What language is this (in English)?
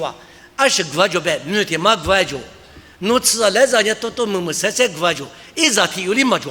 Lisu